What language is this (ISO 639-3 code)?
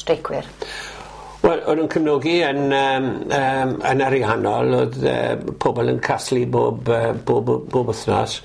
cym